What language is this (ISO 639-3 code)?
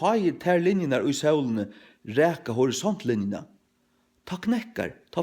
fao